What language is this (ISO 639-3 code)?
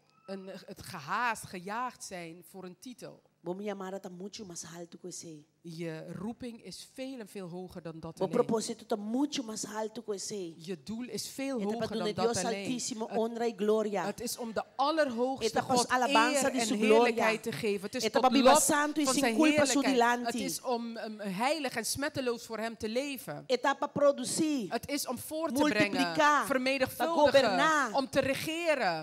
pap